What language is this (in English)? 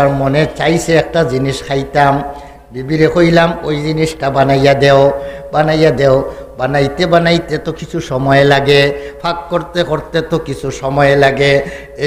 Sylheti